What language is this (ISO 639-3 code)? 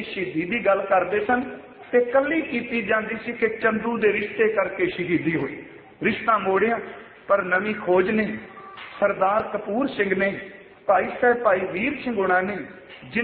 pan